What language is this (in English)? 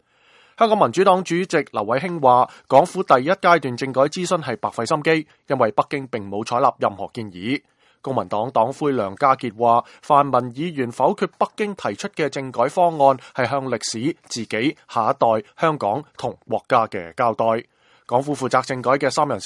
Cantonese